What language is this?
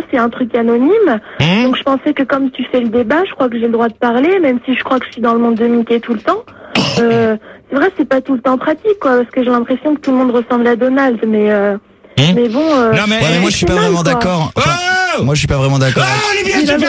French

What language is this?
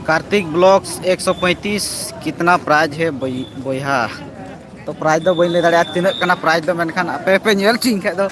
Santali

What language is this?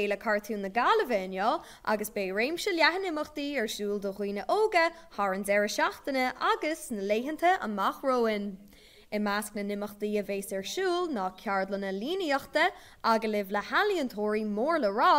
Irish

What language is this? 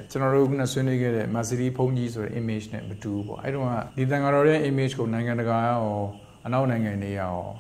Burmese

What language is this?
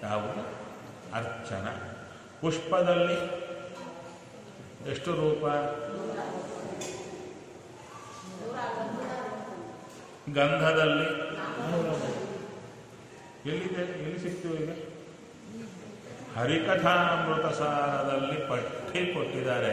Kannada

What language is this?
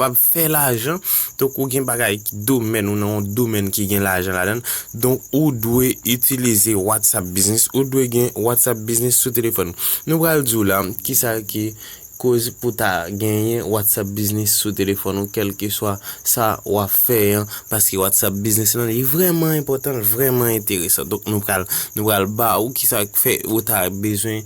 Haitian Creole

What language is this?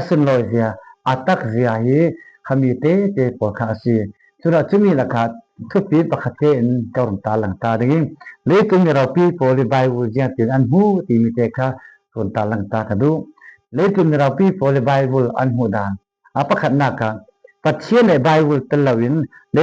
Falam Chin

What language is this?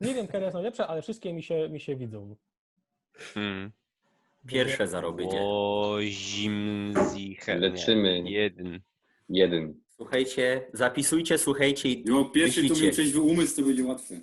Silesian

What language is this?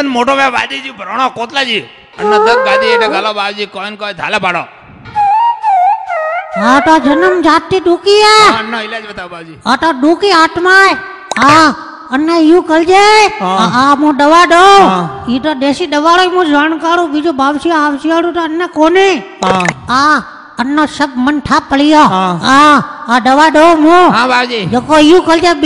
Marwari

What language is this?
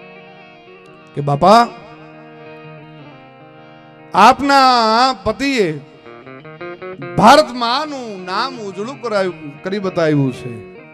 Gujarati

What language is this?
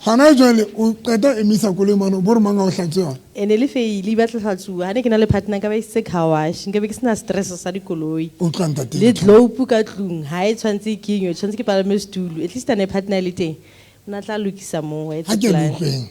Southern Sotho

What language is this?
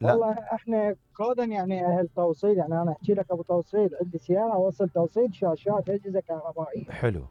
Mesopotamian Arabic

